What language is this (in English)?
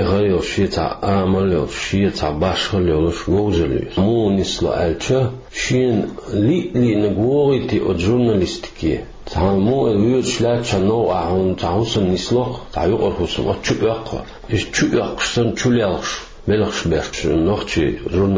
Chechen